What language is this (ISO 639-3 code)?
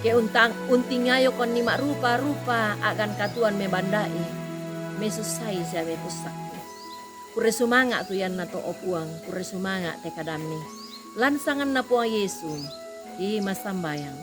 sda